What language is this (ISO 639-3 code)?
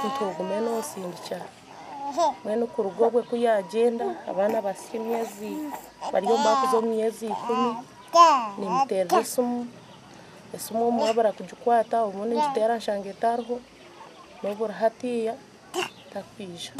nyn